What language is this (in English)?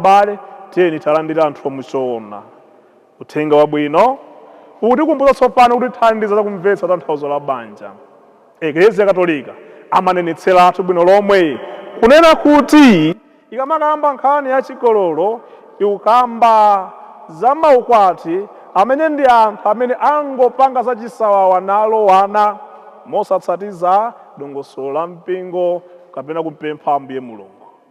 Nyanja